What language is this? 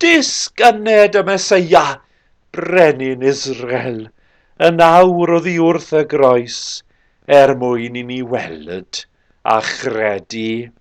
Welsh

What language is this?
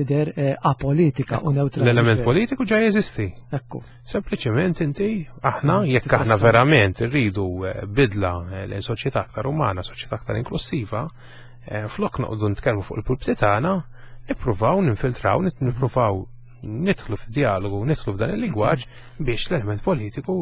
Maltese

